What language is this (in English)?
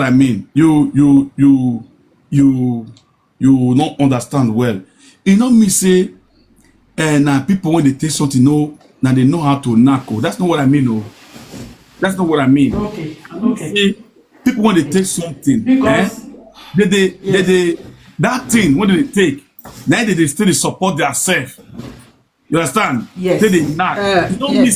Nigerian Pidgin